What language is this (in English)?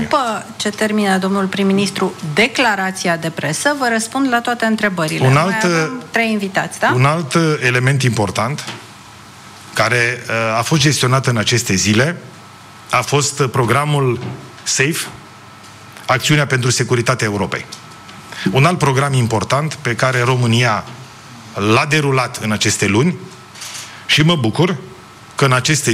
Romanian